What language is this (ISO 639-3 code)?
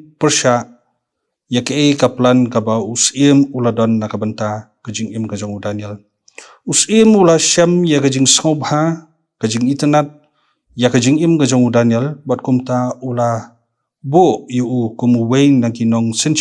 kha